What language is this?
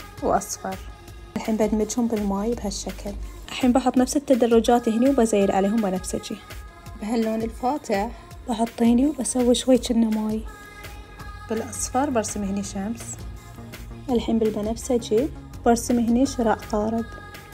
Gulf Arabic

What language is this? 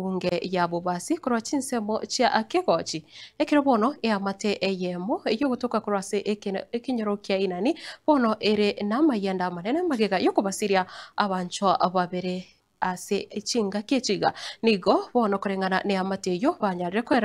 Gusii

